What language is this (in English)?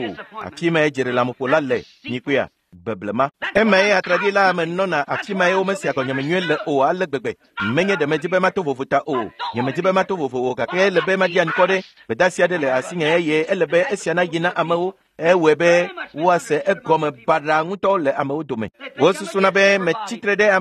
Ewe